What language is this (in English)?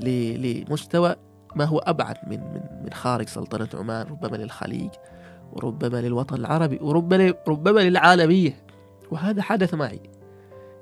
Gulf Arabic